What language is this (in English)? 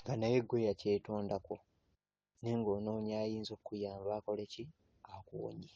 Ganda